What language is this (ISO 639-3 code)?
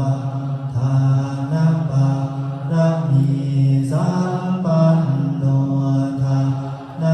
pli